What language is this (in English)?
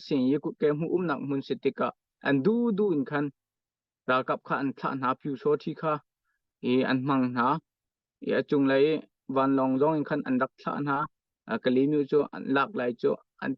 Hakha Chin